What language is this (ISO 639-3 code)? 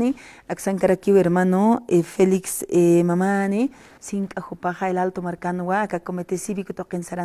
aym